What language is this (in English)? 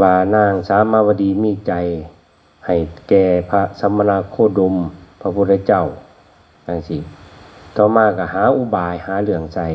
Northeastern Thai